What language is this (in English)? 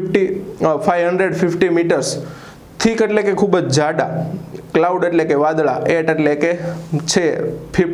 Gujarati